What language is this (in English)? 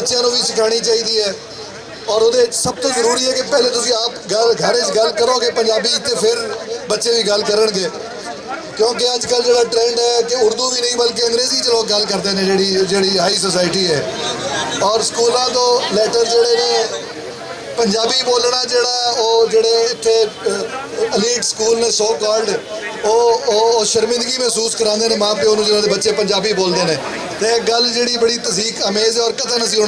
Western Panjabi